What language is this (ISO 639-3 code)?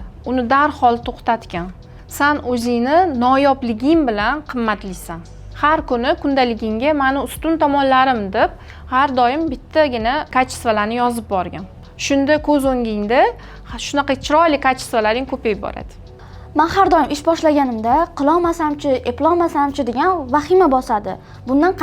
uzb